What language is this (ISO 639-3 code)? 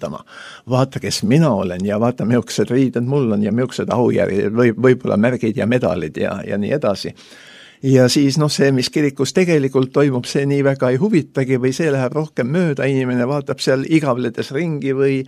est